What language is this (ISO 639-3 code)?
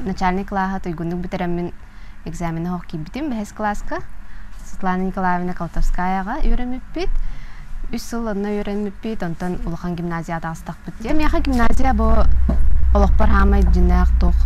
sah